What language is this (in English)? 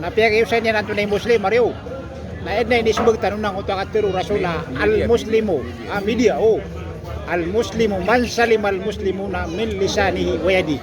Maranao